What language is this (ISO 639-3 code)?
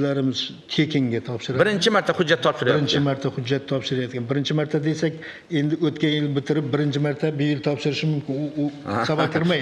uzb